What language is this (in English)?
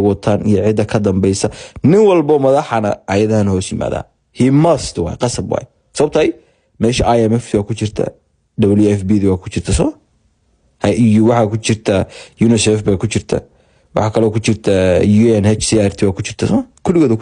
Somali